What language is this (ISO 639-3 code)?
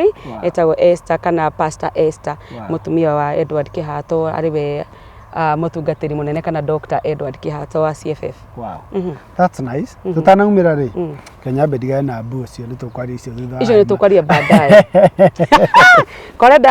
kik